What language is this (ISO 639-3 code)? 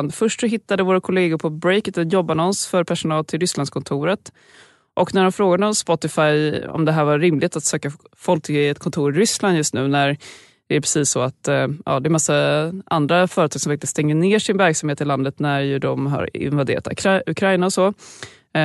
swe